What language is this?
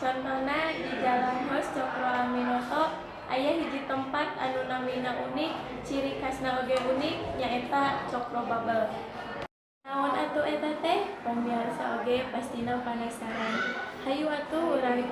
Sundanese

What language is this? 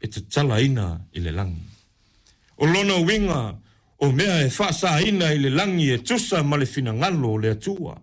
Samoan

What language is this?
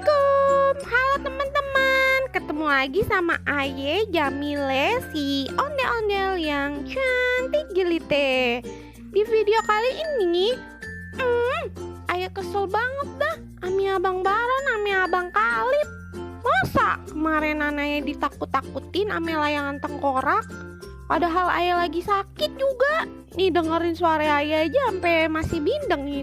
Betawi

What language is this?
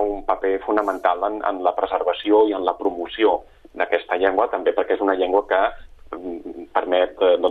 Catalan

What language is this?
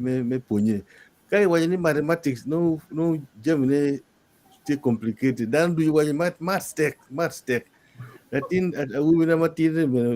Acoli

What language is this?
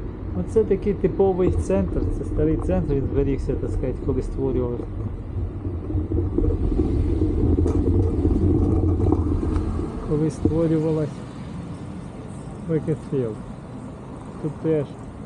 Ukrainian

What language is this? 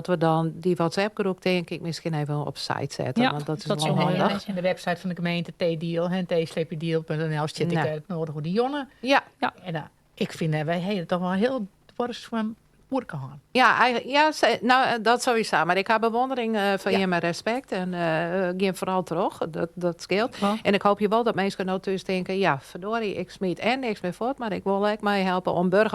Western Frisian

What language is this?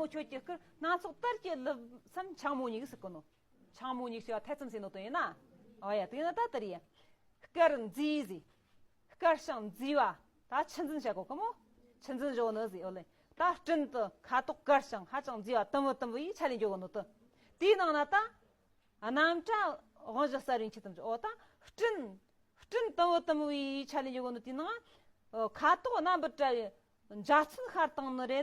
Tibetan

